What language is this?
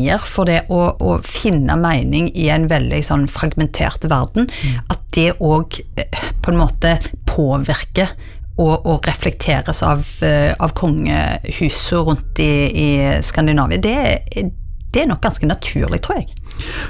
Norwegian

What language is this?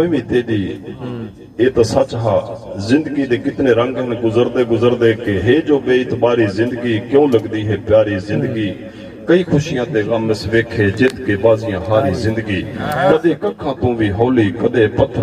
Saraiki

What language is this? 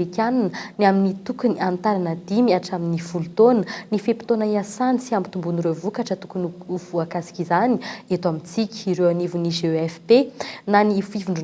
Malagasy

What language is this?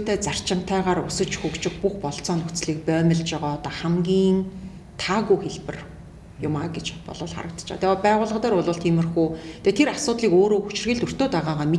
Mongolian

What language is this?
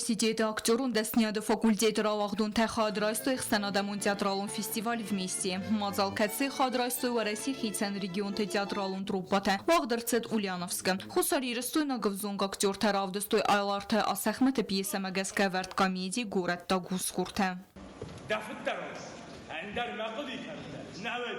Ossetic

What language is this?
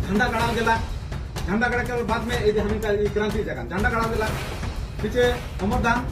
Sadri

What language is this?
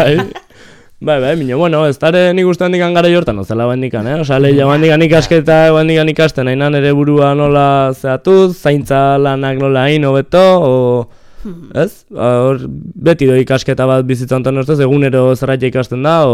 Basque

